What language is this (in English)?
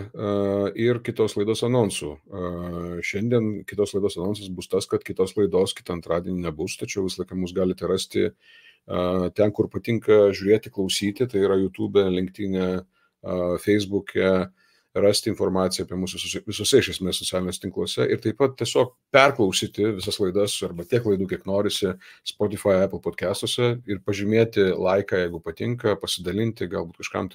Lithuanian